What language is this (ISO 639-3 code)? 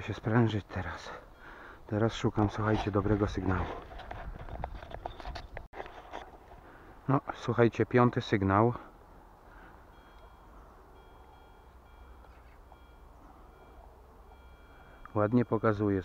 pol